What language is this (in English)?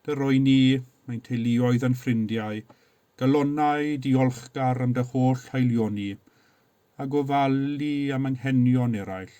Welsh